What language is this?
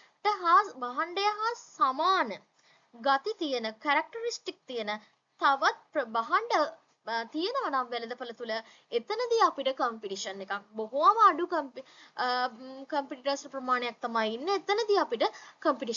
Sinhala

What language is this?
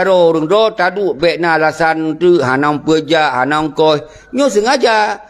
Achinese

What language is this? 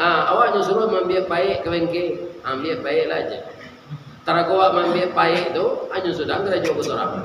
Minangkabau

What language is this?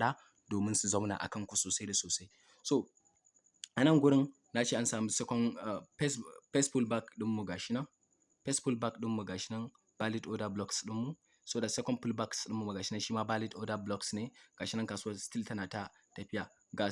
Hausa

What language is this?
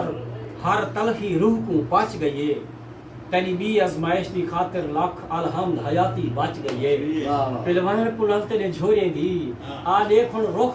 Saraiki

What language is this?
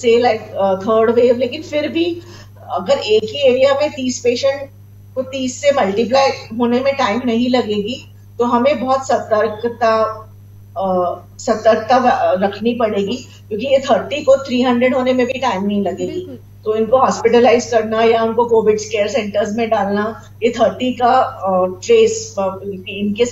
Hindi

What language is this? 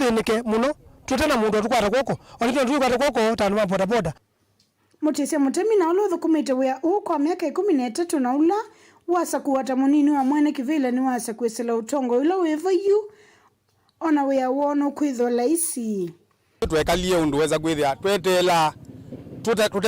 Kamba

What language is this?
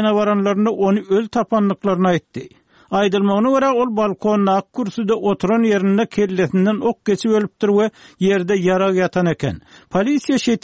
Turkmen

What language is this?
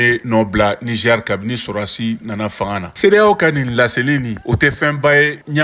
Bambara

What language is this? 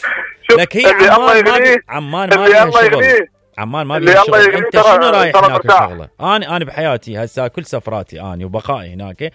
Mesopotamian Arabic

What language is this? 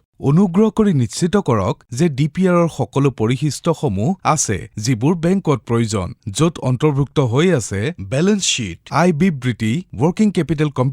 Assamese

